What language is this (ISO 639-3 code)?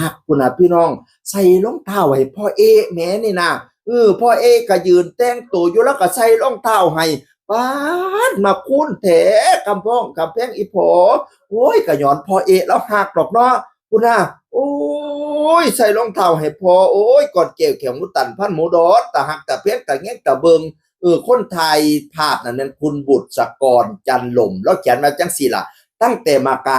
tts